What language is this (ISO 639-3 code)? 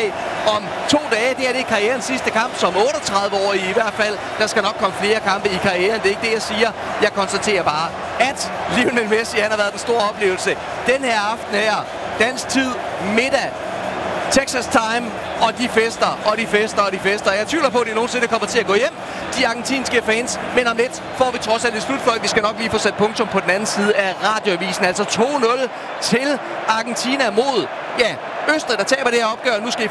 dan